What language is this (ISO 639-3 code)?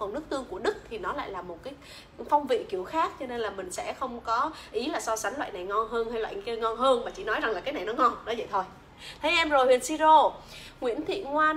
vie